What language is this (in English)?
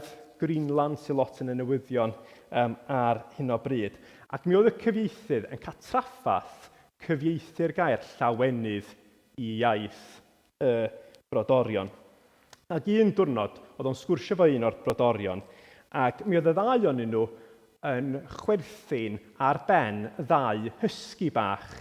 Welsh